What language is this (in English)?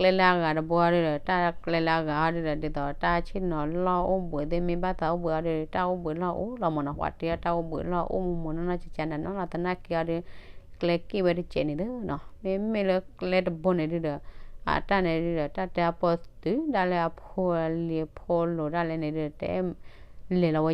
S'gaw Karen